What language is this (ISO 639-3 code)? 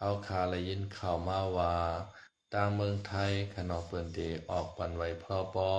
shn